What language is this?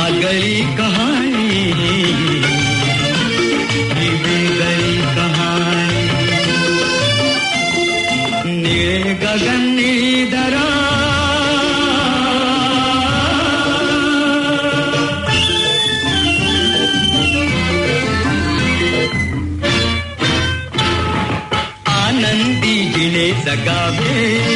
Marathi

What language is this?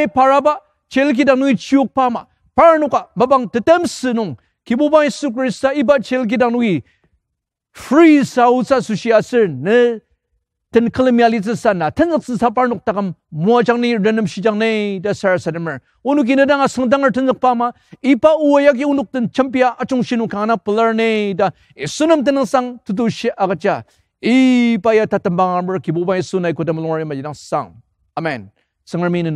Ao Naga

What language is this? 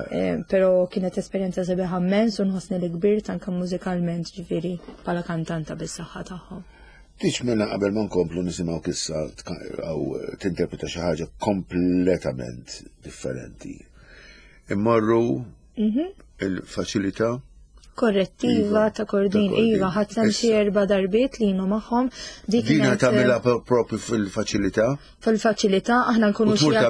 Maltese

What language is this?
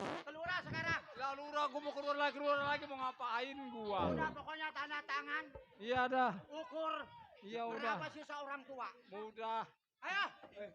Betawi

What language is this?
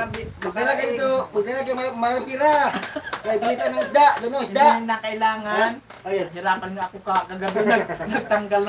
Filipino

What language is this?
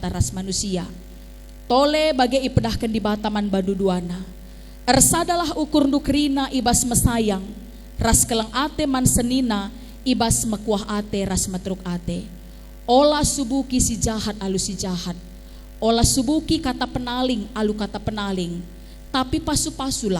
Batak Karo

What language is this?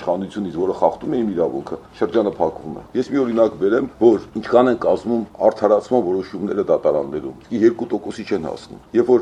Armenian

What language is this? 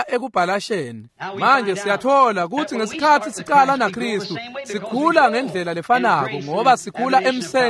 Swati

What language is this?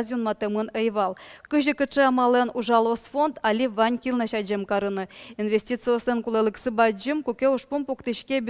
Udmurt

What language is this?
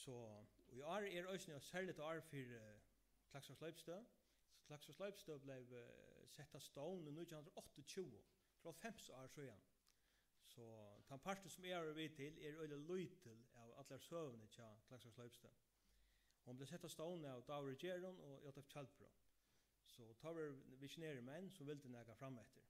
Faroese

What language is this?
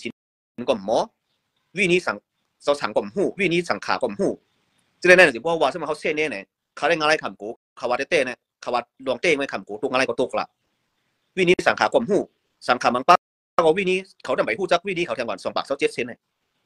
Shan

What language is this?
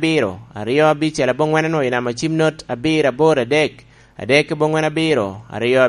Lango (Uganda)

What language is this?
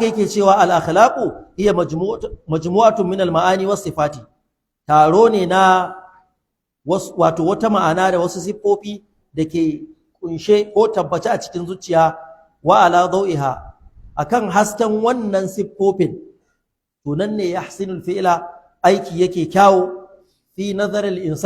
Hausa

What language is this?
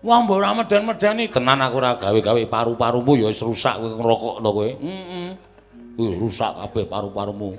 Javanese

